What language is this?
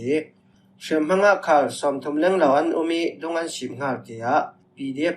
Falam Chin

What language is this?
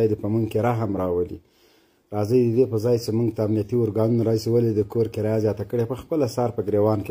Pashto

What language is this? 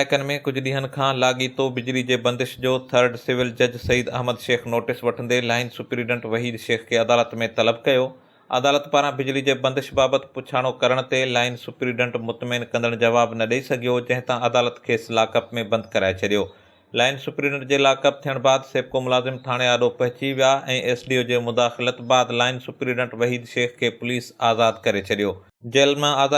Sindhi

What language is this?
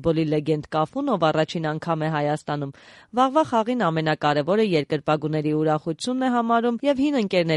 Armenian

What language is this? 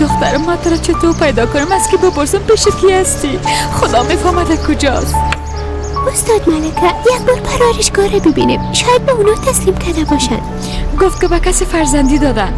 Persian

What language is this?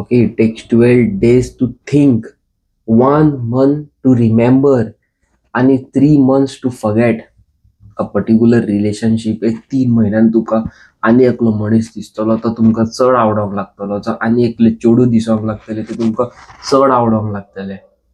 Konkani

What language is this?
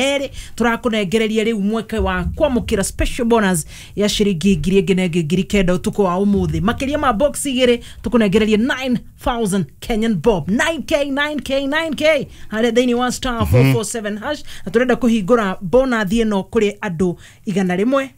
Kikuyu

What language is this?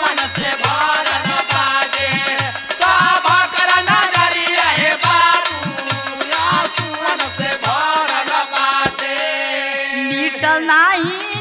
Bhojpuri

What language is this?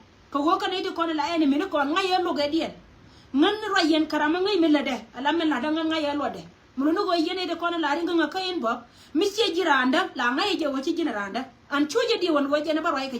Nuer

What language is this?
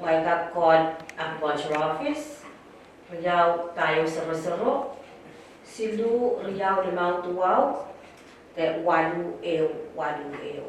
Pohnpeian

